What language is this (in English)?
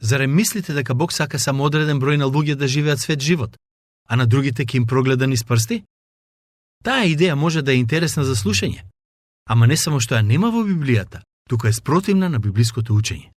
Macedonian